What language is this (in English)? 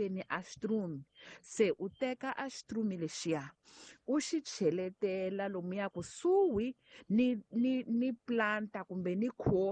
Tsonga